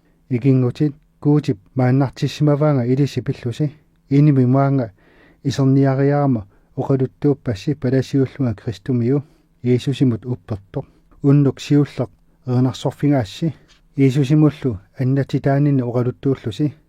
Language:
Kalaallisut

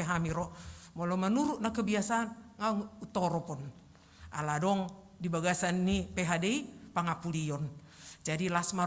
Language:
Batak Toba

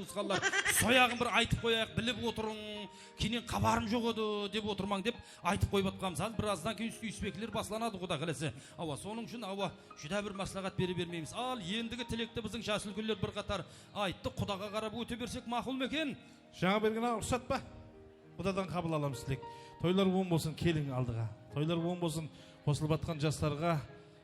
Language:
Kara-Kalpak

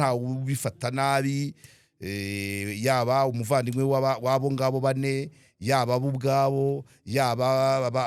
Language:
Kinyarwanda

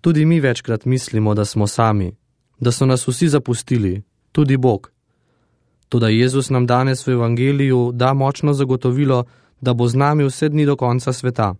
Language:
Slovenian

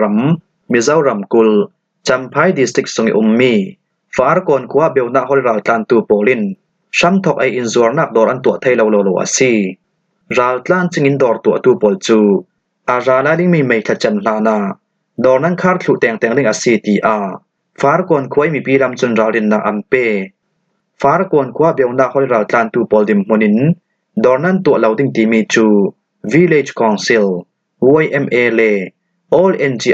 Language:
Falam Chin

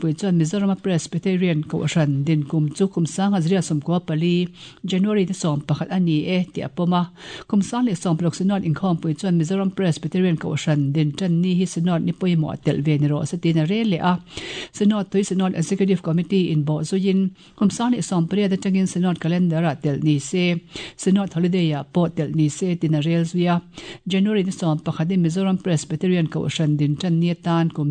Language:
Mizo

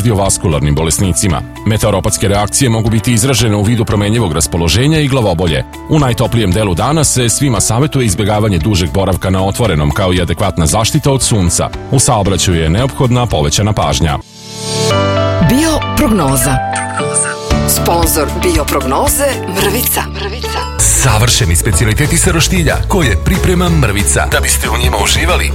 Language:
Serbian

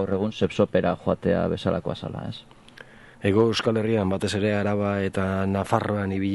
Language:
Basque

